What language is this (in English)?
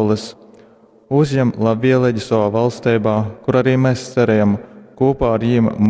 Latgalian